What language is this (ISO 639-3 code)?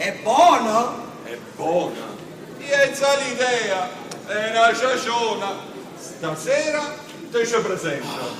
nap